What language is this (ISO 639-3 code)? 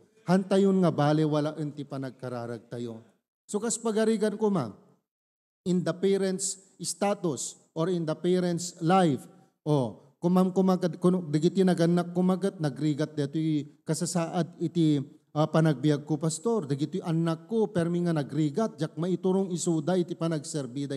ilo